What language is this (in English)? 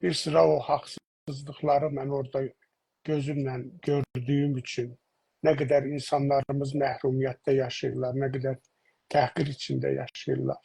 South Azerbaijani